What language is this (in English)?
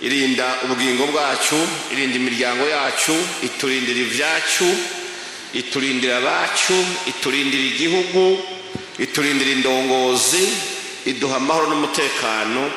Rundi